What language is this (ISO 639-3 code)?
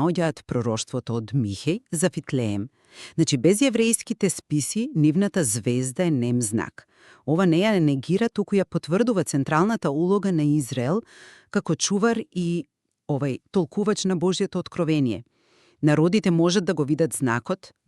mkd